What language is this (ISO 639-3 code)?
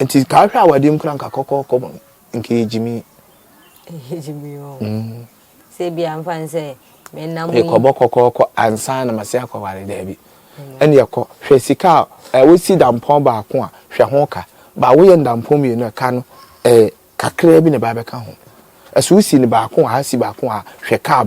aka